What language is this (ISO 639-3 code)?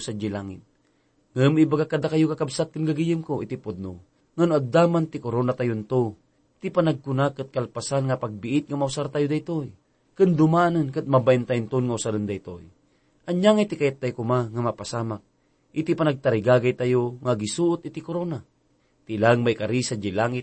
ilo